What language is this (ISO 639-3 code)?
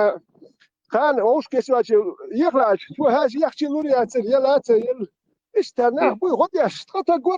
che